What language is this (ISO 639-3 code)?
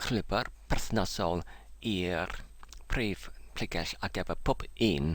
cym